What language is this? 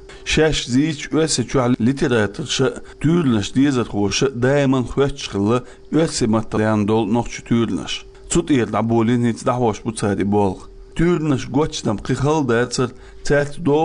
Chechen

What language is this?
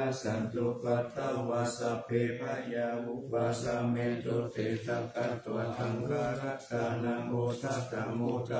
Pali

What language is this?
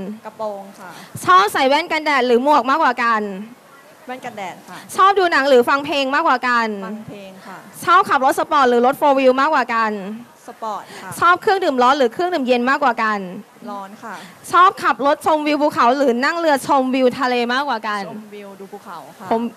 Thai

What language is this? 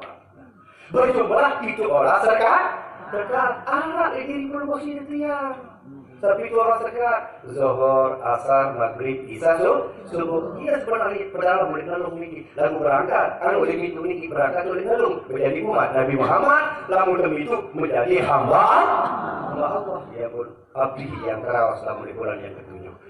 Sasak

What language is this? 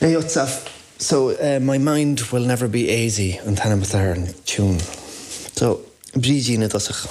Irish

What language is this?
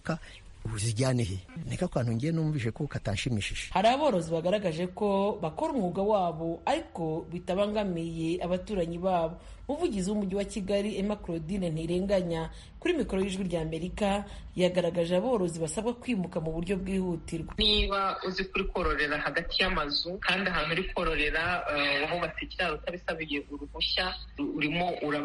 Kinyarwanda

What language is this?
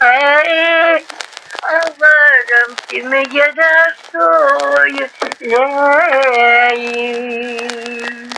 Crimean Tatar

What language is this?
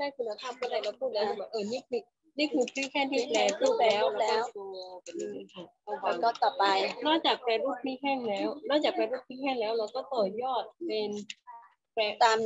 Thai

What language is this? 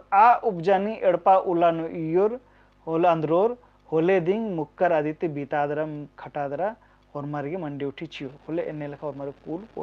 Kurukh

